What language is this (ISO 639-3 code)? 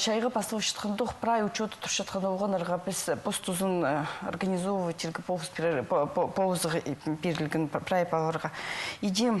kjh